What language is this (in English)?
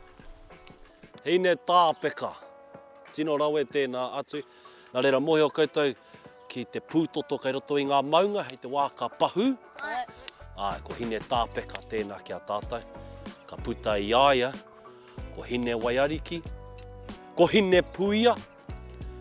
Māori